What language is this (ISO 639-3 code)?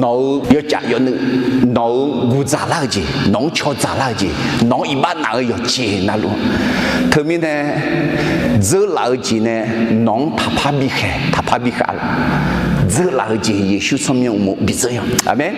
ahk